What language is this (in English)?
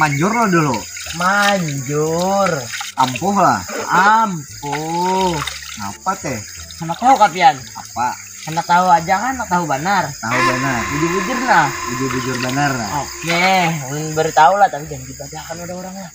Banjar